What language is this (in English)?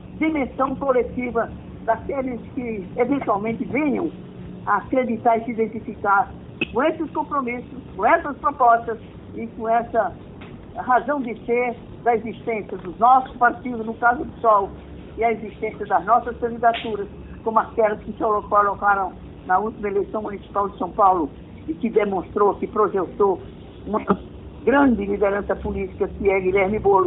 Portuguese